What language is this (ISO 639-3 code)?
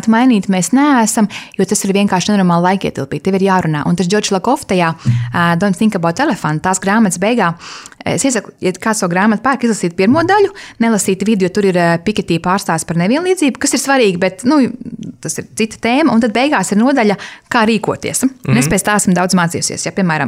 lav